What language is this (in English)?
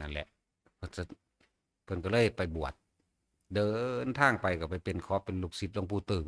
Northeastern Thai